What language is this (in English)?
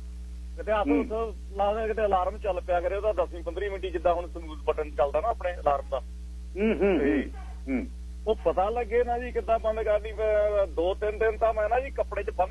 Punjabi